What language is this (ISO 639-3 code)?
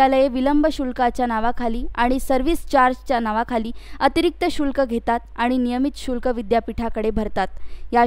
mar